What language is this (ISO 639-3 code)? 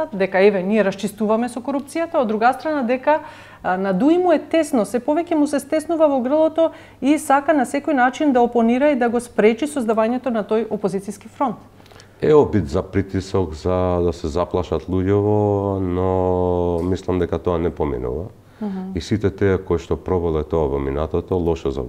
mkd